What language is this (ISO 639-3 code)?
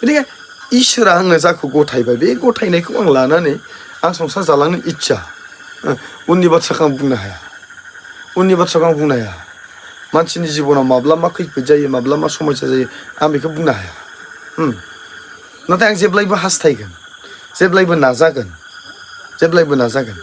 brx